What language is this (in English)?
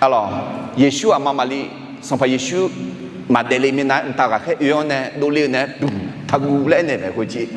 Akha